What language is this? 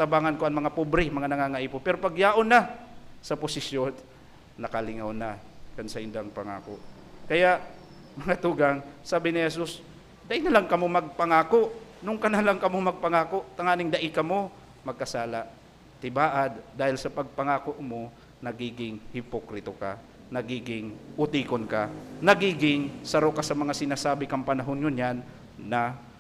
Bikol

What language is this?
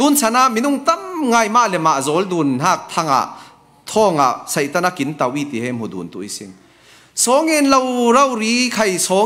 Falam Chin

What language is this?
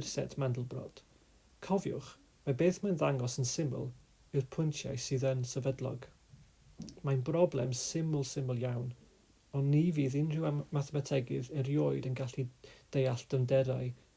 Welsh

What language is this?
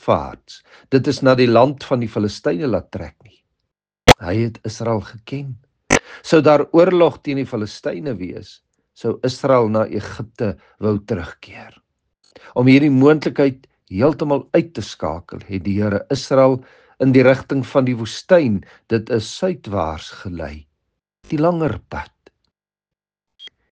Afrikaans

